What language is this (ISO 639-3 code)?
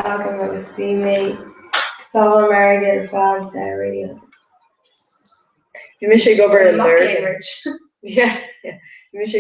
gle